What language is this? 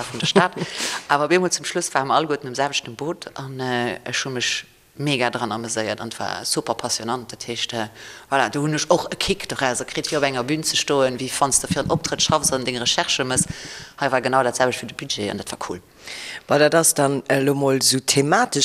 Luxembourgish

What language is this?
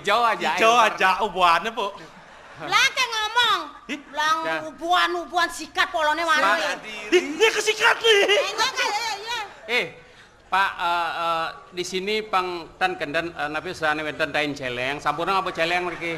Balinese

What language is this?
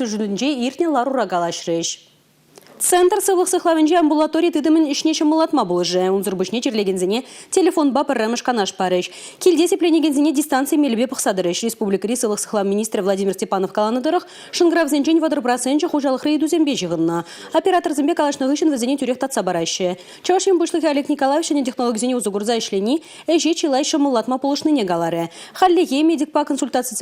Chuvash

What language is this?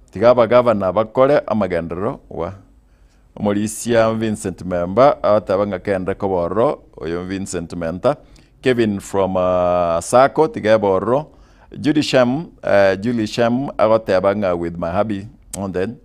Gusii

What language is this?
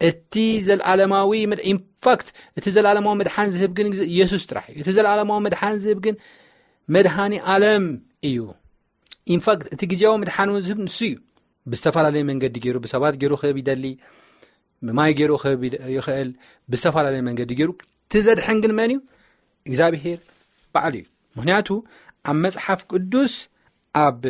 Tigrinya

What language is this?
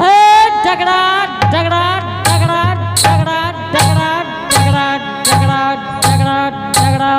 Angika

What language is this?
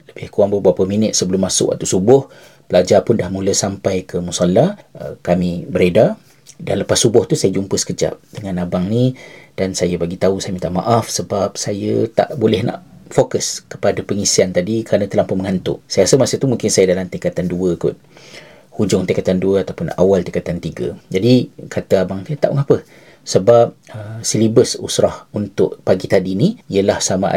Malay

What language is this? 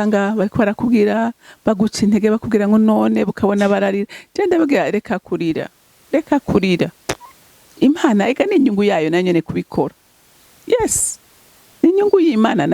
Rundi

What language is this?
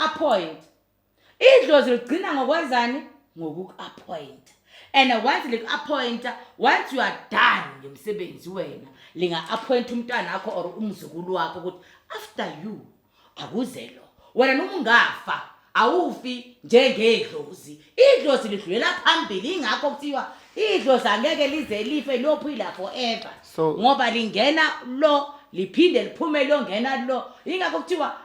Zulu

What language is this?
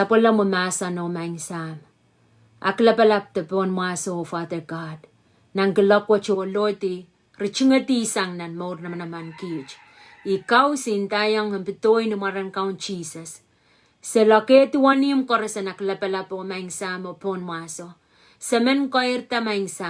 Pohnpeian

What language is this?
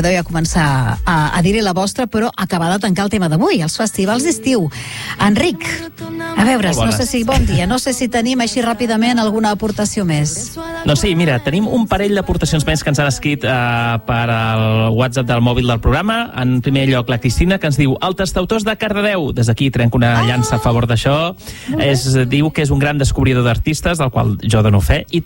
Catalan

